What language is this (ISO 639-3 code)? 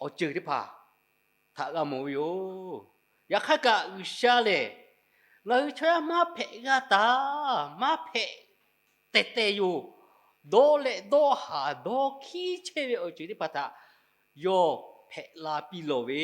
lhu